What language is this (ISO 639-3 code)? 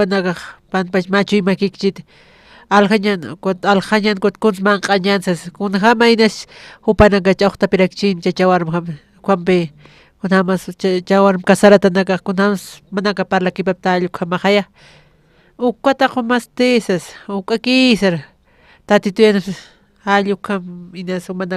aym